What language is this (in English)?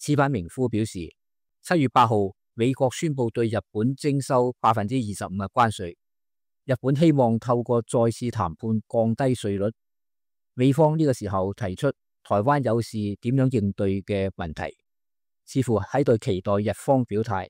Cantonese